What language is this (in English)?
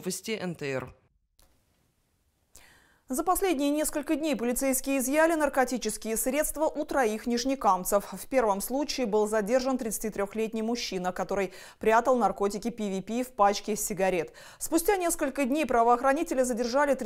Russian